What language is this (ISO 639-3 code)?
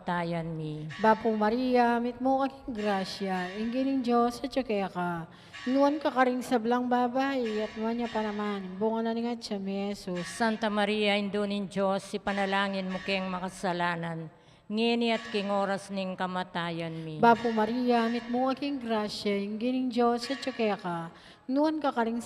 pam